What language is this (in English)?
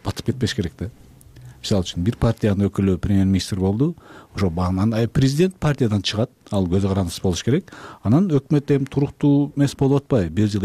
Kyrgyz